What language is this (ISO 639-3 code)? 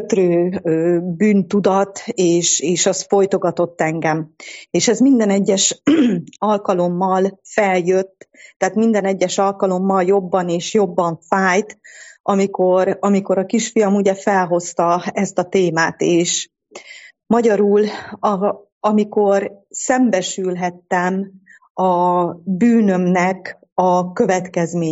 hun